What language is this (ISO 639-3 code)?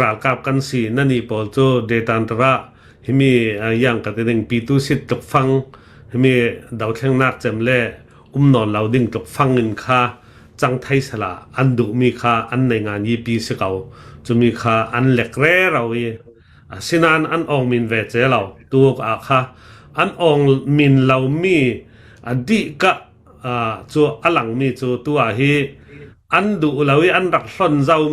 cnh